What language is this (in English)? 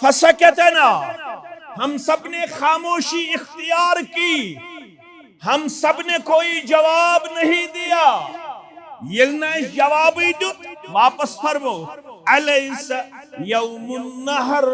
Kashmiri